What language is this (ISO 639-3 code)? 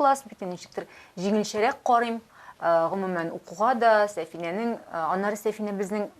tat